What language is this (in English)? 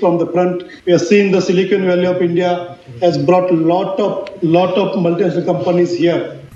Kannada